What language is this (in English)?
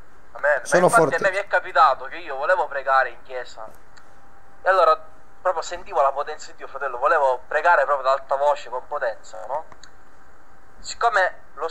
Italian